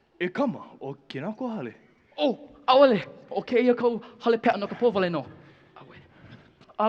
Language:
Hawaiian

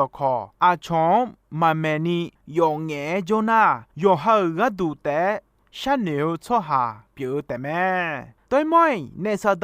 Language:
Akha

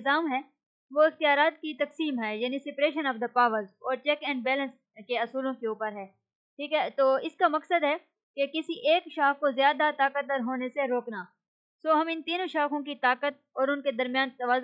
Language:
Urdu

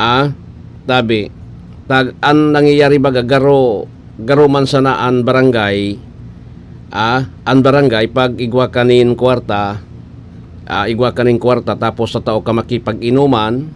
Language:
Bikol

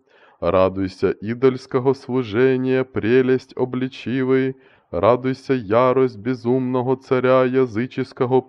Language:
Russian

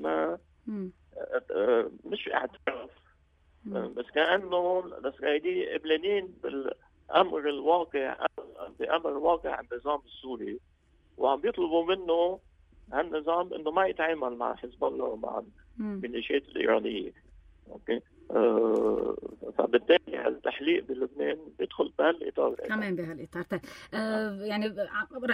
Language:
North Levantine Arabic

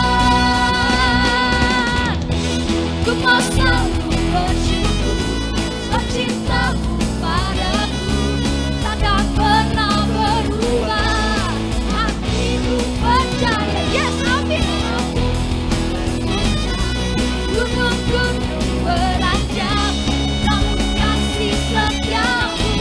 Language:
Indonesian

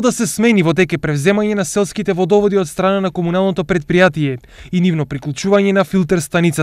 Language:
Macedonian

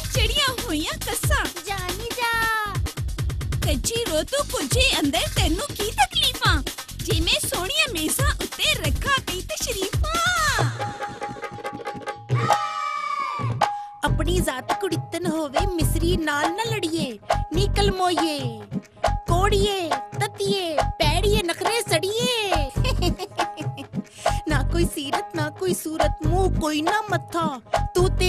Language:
Punjabi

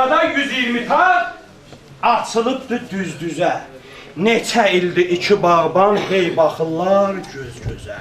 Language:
South Azerbaijani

